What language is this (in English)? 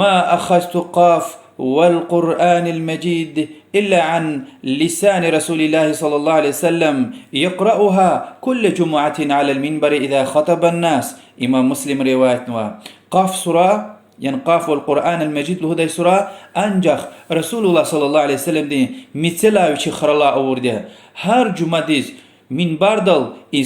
Lezghian